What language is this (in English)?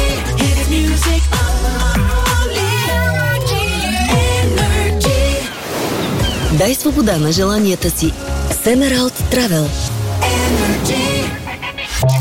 Bulgarian